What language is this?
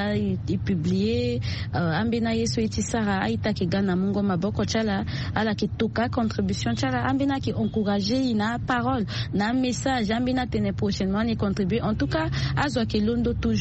Sango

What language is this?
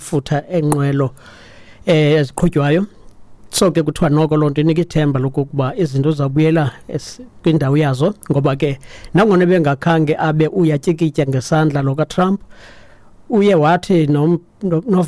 Xhosa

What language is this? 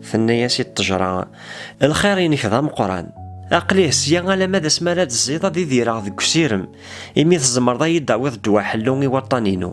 Kabyle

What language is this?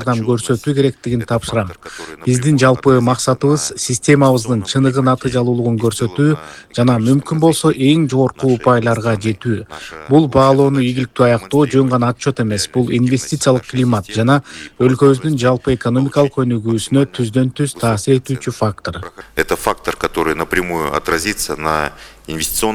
Kyrgyz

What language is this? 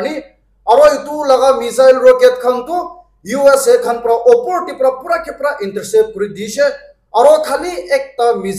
Naga Pidgin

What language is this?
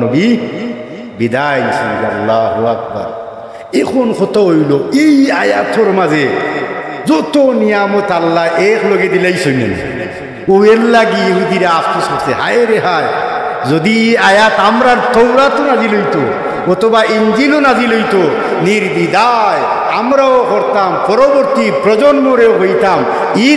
Sylheti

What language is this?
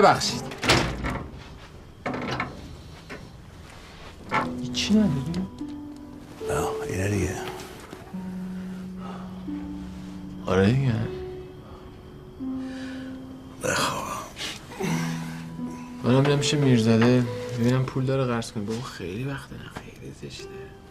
Persian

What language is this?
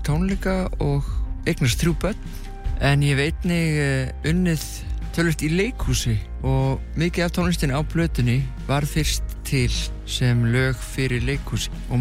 Icelandic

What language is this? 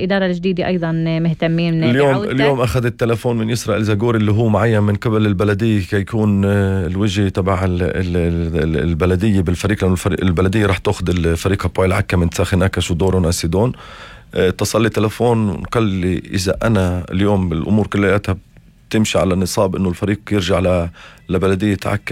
North Levantine Arabic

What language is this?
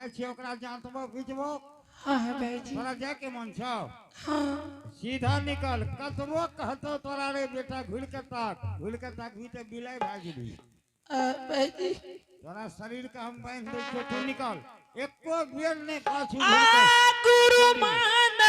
Angika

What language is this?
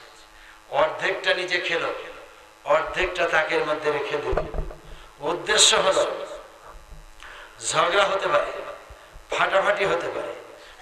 Bangla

